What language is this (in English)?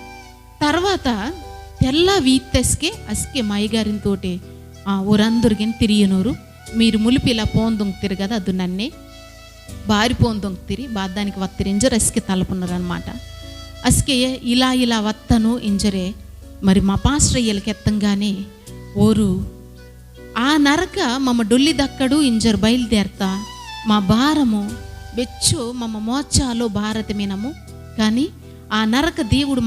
Koya